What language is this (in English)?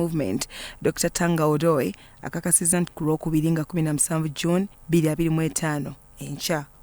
Ganda